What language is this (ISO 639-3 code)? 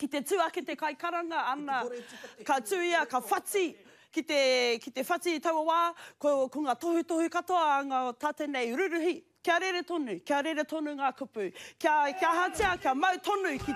mri